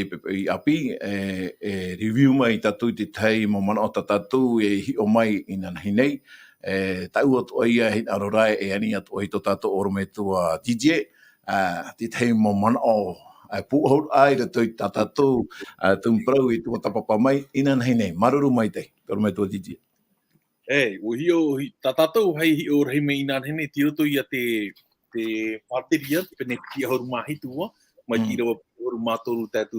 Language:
Tahitian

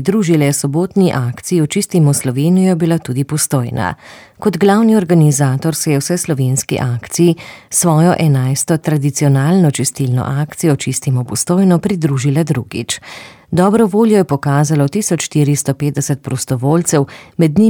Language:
Slovenian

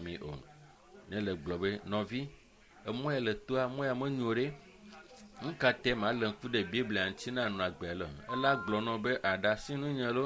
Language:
Ewe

